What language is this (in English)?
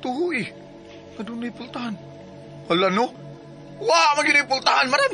Cebuano